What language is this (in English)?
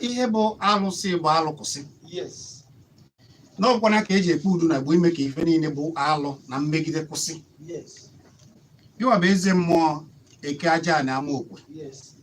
Igbo